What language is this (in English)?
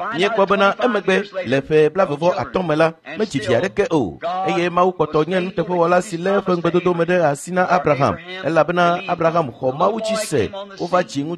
Ewe